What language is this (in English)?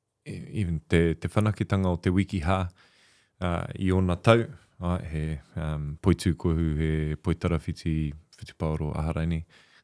Māori